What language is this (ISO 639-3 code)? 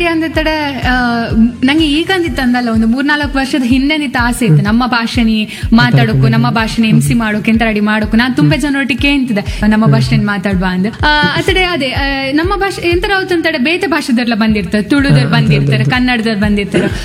kan